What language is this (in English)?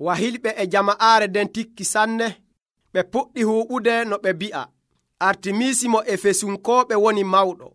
Nigerian Fulfulde